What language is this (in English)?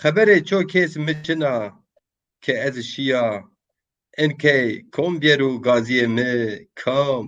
Zaza